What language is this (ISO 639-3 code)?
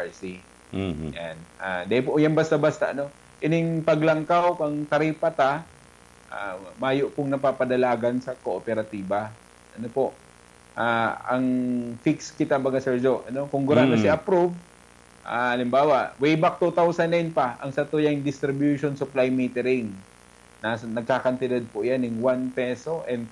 bik